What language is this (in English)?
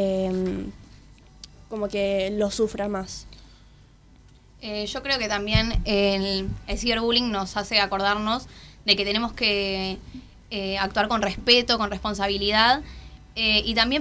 Spanish